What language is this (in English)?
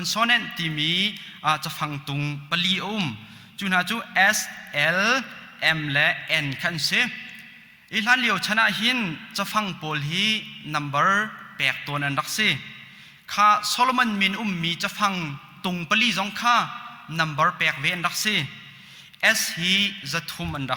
Hakha Chin